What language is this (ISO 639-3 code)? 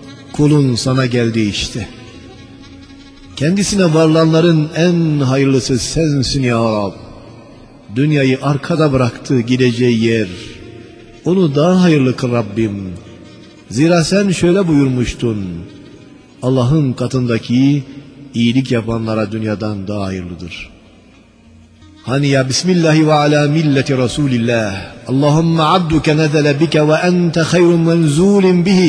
tur